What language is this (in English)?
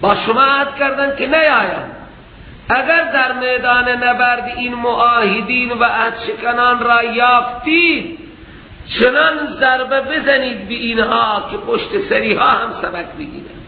Persian